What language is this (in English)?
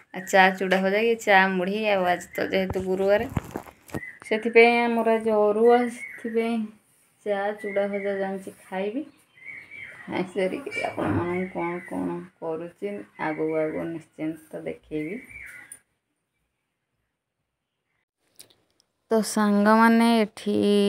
Odia